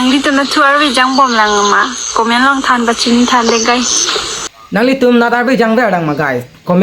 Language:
Karbi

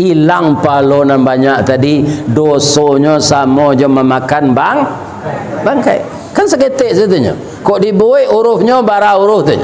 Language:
Minangkabau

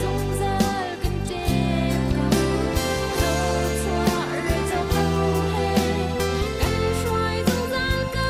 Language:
Hakha Chin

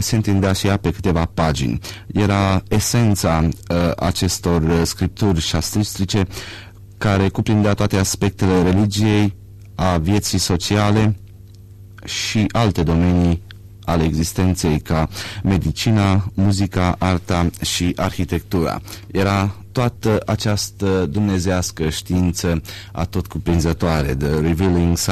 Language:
Romanian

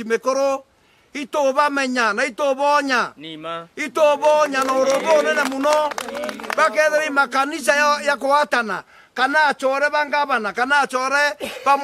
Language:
Meru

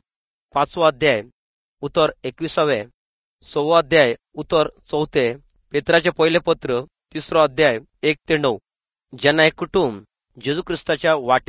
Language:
Konkani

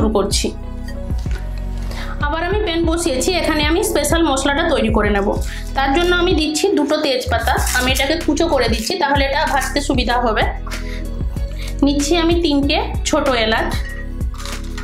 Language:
Bangla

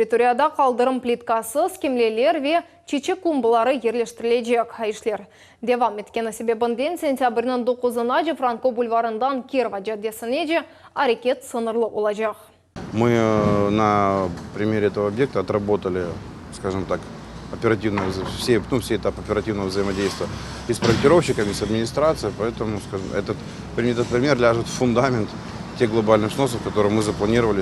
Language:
Crimean Tatar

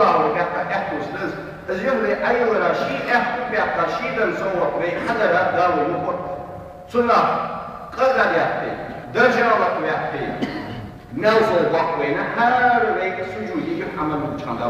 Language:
Ingush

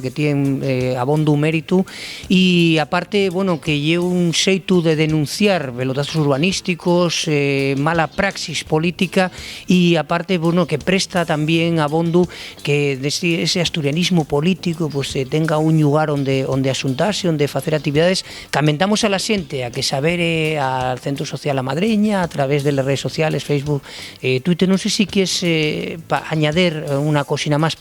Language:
Asturian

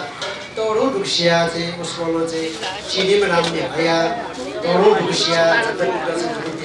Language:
Newari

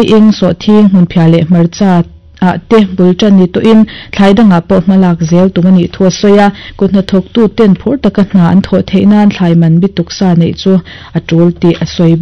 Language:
Mizo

